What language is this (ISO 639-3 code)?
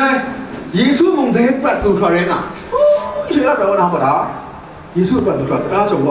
kac